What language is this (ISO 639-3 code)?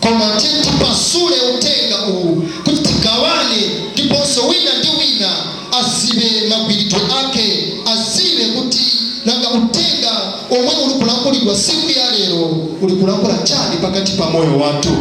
nya